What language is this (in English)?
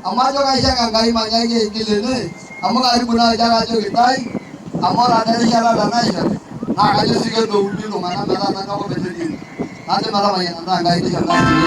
Masai